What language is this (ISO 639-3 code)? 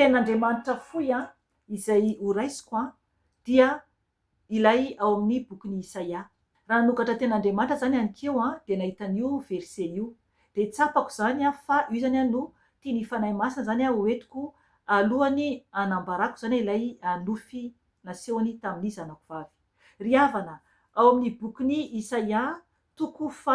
mlg